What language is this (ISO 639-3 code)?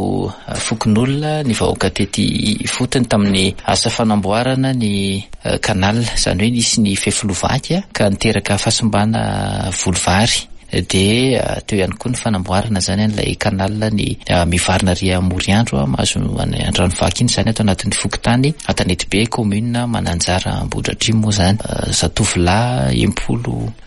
mlg